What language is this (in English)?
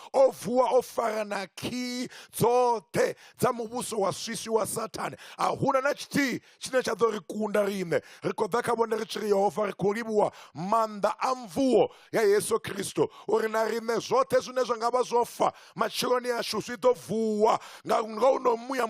Venda